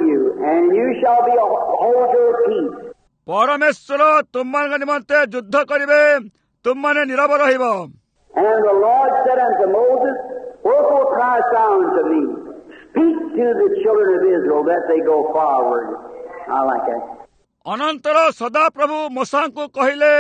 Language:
Odia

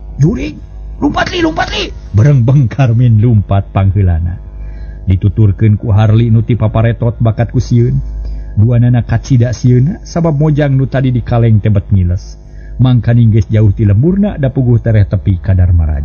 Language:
Sundanese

